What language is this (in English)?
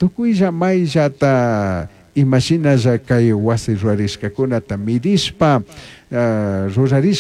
Chimborazo Highland Quichua